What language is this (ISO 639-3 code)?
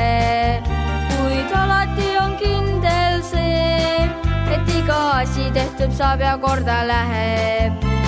est